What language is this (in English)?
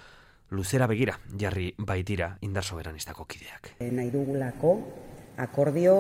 Basque